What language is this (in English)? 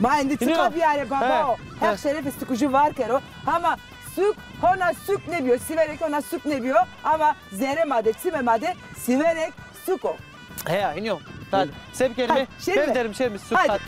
Zaza